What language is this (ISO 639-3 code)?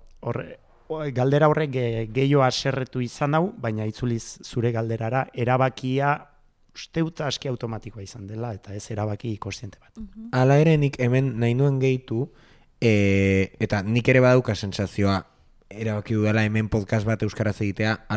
eus